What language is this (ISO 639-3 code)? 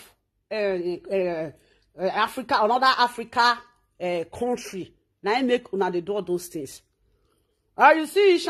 pcm